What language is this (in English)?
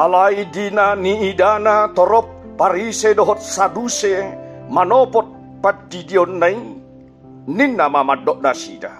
Batak Toba